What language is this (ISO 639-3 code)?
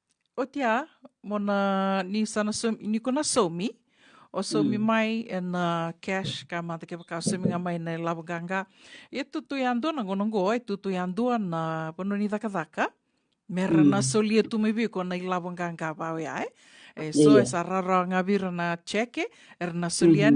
fij